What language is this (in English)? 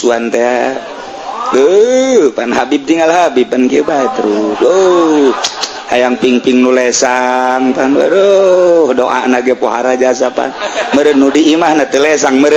Sundanese